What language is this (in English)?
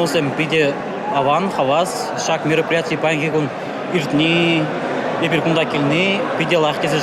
Chuvash